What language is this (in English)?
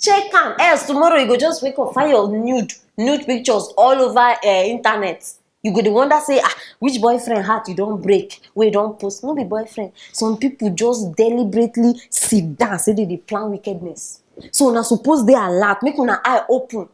Nigerian Pidgin